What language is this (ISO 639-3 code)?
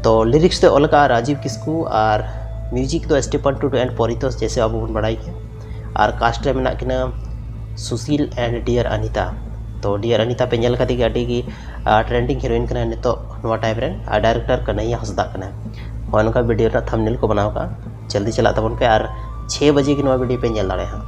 sat